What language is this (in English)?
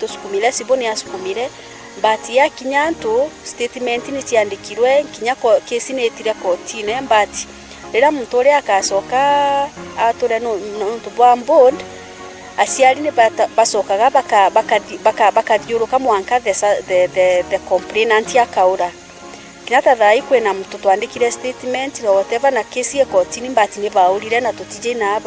Meru